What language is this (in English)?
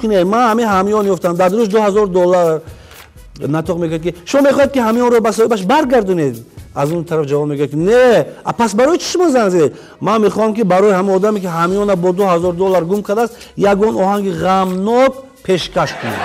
Tajik